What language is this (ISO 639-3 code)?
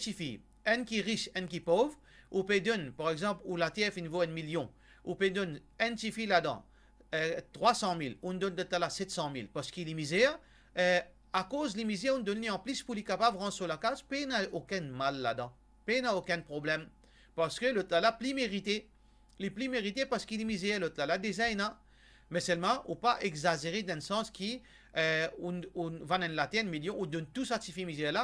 mfe